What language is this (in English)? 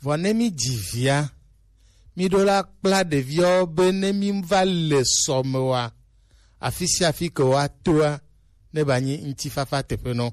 Gen